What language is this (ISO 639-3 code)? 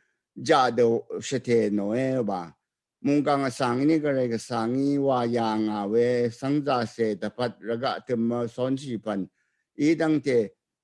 raw